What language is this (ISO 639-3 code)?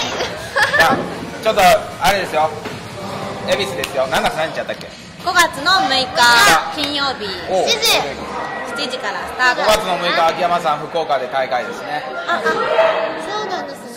jpn